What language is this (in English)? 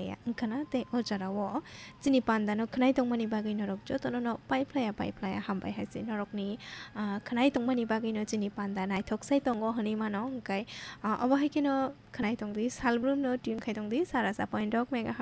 Kok Borok